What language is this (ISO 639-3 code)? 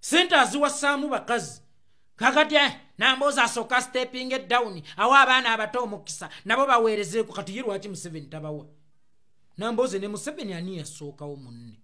lug